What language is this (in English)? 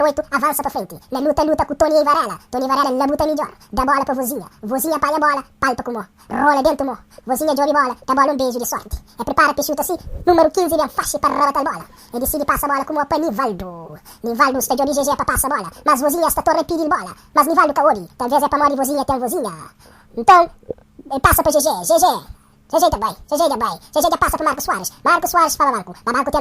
Kabuverdianu